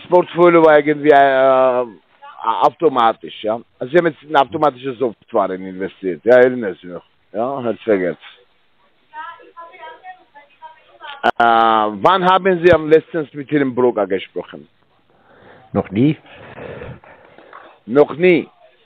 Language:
German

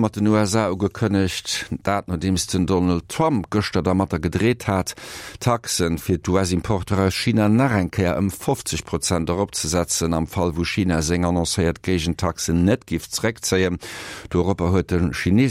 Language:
Luxembourgish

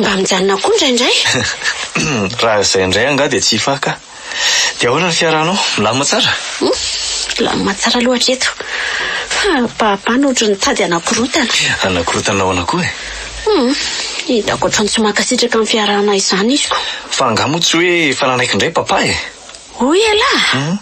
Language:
Malagasy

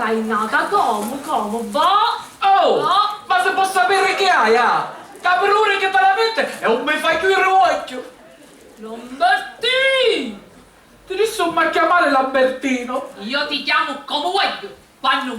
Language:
Sicilian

